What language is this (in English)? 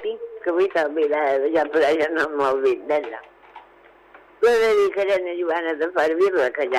Catalan